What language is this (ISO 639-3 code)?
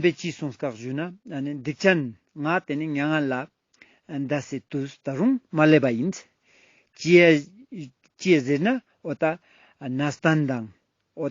lbj